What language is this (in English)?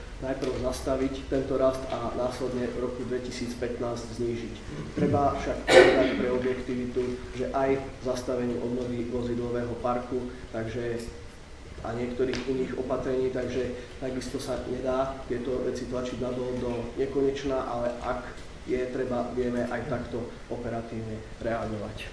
Slovak